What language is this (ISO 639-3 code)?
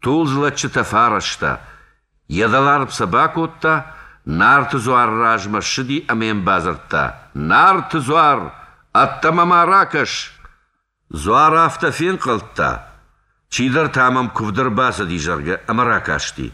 oss